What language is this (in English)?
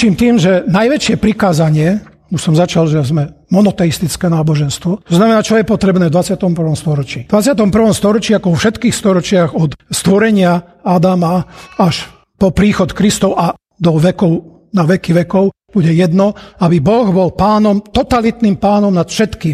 Slovak